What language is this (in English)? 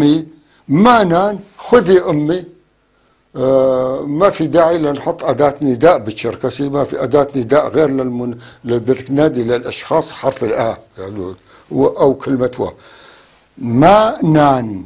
North Levantine Arabic